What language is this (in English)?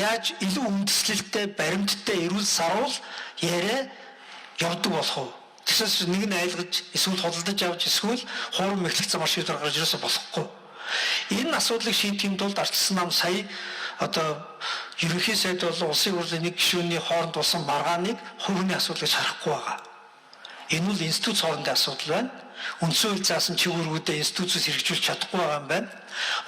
Mongolian